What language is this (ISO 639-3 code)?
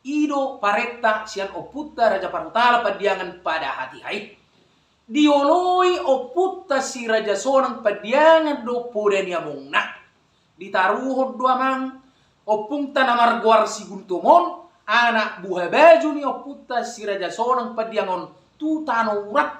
bbc